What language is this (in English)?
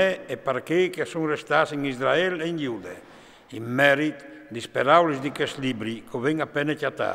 Friulian